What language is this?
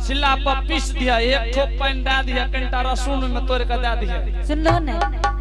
Angika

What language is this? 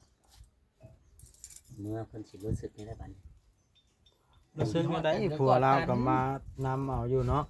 Northeastern Thai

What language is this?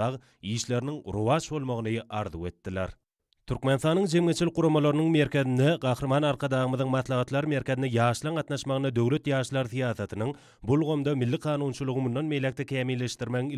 Turkmen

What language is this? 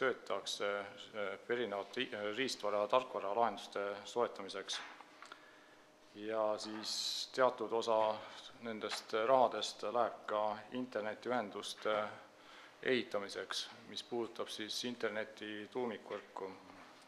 Estonian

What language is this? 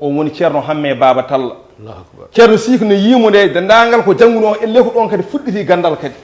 Fula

